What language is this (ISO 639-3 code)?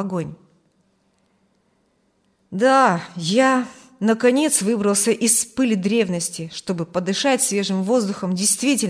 rus